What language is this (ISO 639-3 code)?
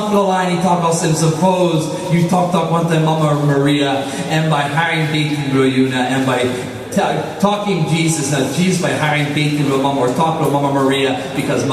tpi